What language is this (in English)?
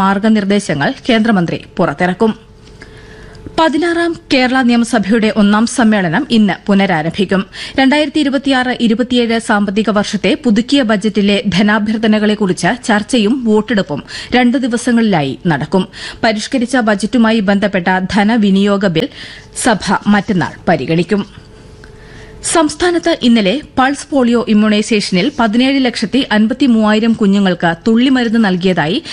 Malayalam